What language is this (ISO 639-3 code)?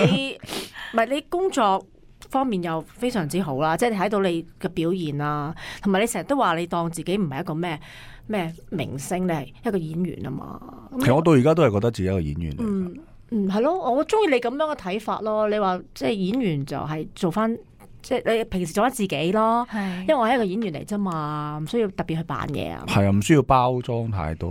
yue